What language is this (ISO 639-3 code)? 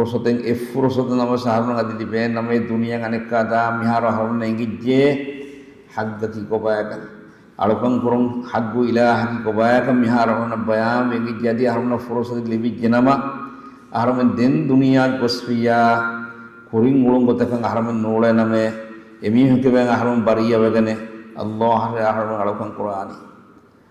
div